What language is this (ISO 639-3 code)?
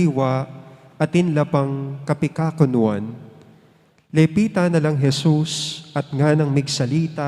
pam